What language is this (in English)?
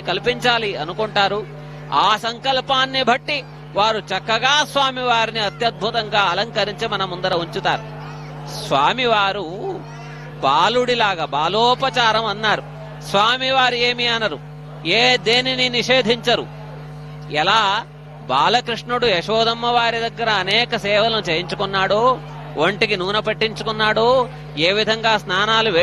Telugu